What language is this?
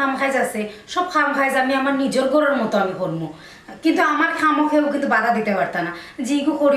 Sylheti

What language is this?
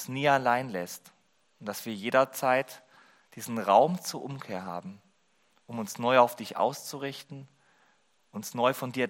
German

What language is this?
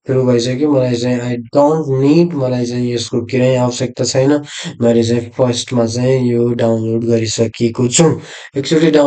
Nepali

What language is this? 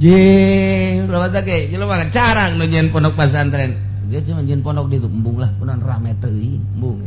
Sundanese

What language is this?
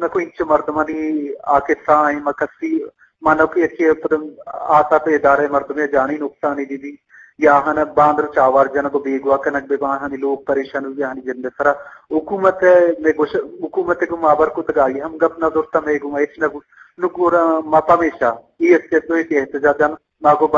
Eastern Balochi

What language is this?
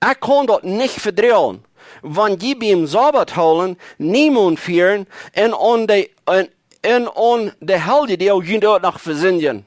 Plautdietsch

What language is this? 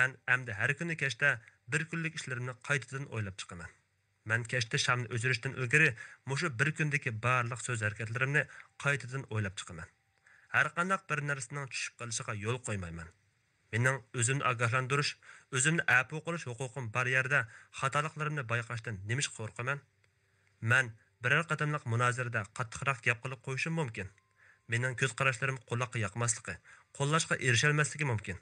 Uyghur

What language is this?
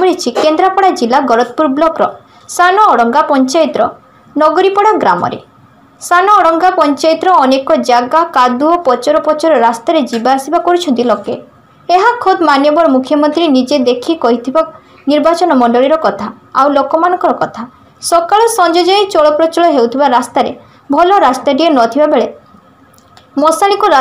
Odia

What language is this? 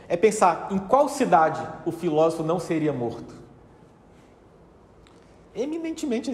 Portuguese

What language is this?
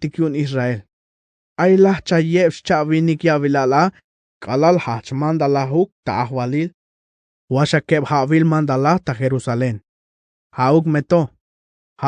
Tzeltal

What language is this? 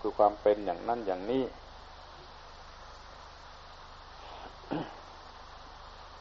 Thai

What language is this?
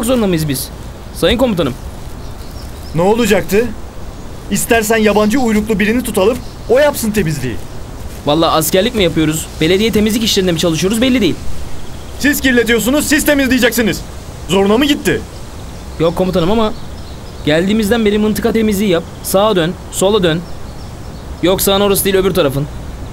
Turkish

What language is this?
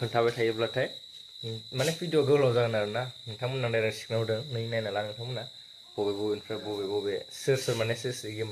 Bodo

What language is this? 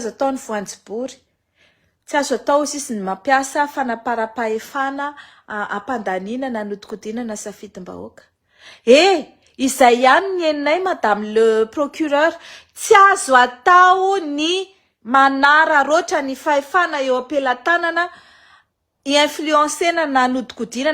Malagasy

